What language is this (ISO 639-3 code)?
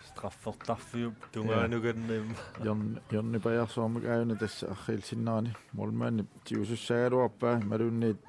kal